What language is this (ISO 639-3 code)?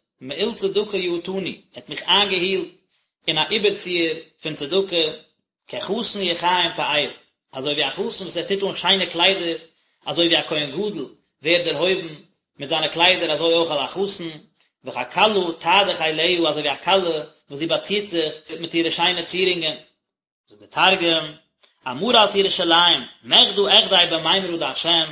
yid